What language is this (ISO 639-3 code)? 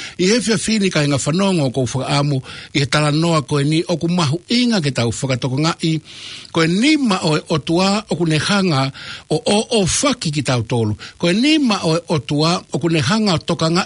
ton